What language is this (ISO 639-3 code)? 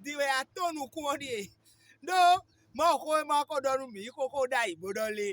fon